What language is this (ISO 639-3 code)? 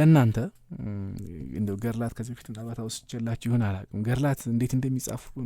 amh